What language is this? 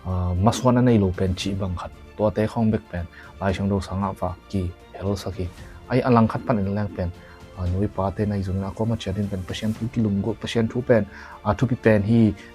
Tedim Chin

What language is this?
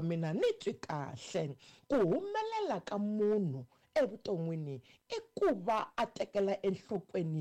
Tsonga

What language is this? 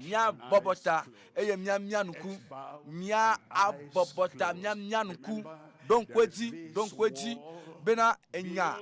Ewe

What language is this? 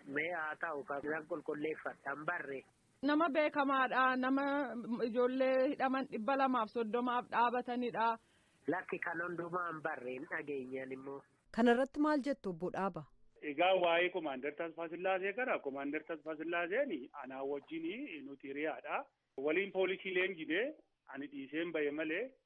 Oromo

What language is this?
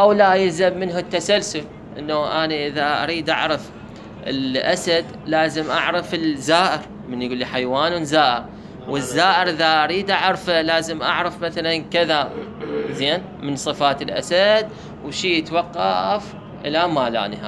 Mesopotamian Arabic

